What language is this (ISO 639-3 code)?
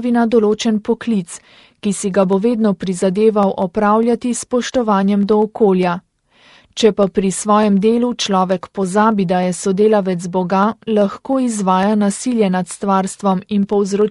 slv